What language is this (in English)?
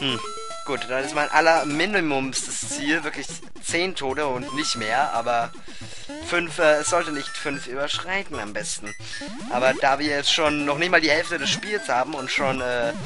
German